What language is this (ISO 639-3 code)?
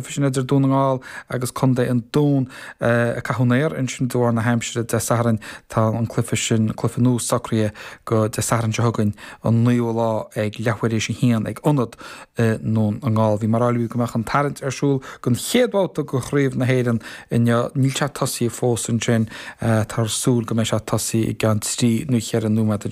gle